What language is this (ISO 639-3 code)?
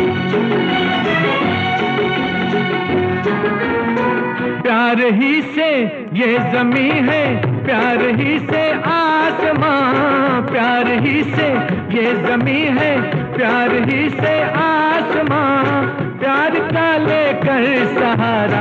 hin